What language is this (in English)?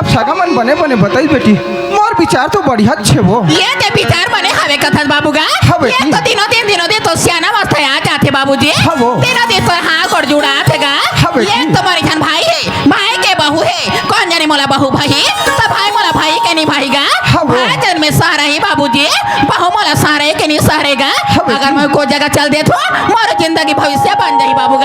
Chhattisgarhi